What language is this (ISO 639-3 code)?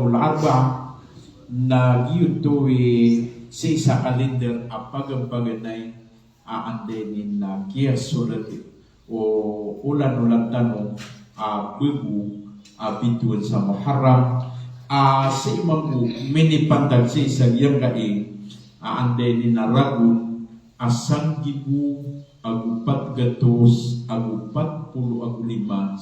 mrw